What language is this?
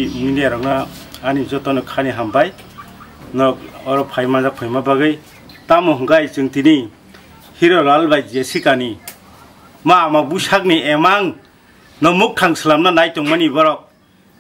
Kok Borok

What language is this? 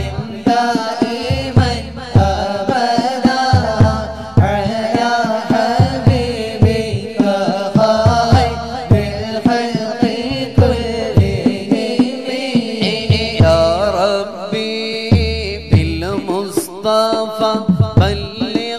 Malayalam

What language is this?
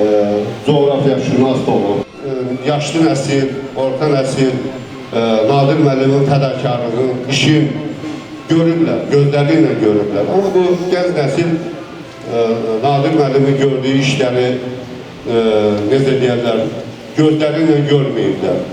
Azerbaijani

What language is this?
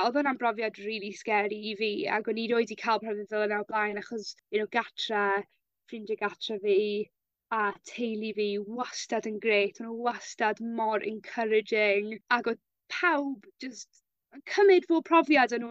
Welsh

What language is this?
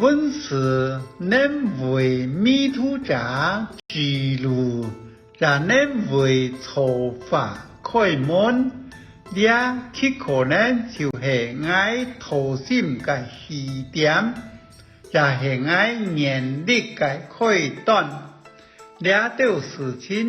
Hakka Chinese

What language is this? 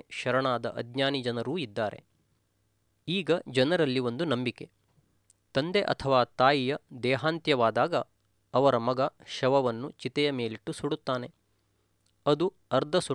Kannada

